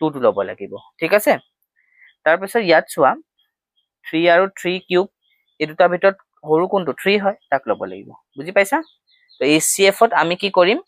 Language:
Assamese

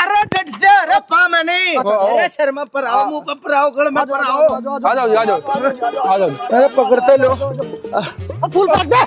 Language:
Haryanvi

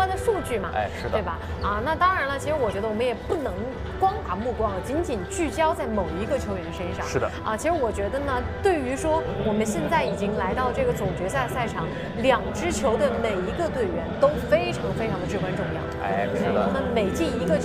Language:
Chinese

